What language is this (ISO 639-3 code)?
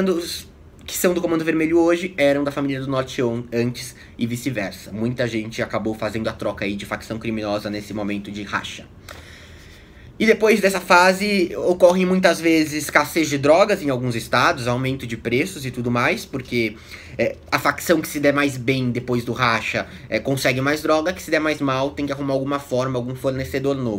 por